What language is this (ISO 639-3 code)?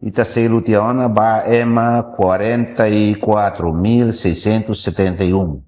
tet